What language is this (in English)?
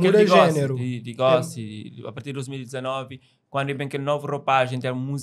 Kabuverdianu